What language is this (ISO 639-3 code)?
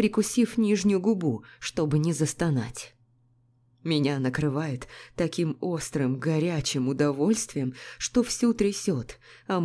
rus